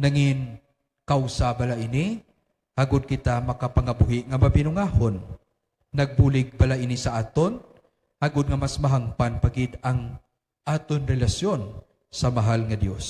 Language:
Hiligaynon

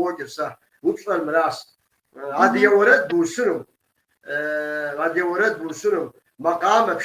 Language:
Kabardian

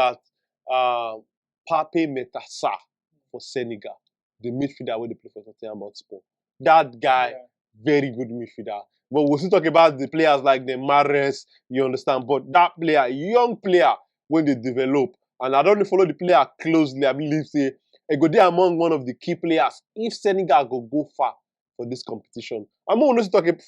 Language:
Nigerian Pidgin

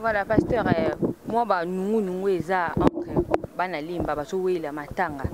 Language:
Lingala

